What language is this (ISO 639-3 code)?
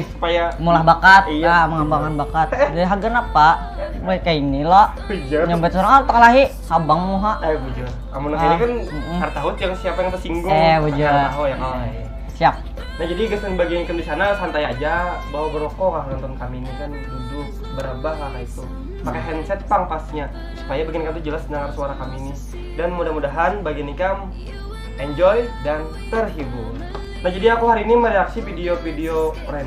bjn